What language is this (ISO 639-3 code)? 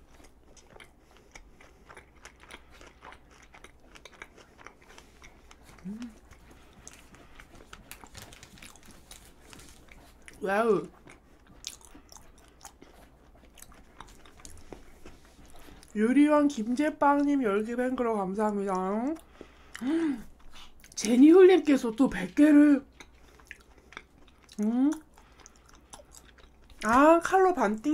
kor